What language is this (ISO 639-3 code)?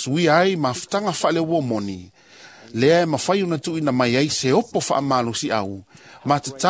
smo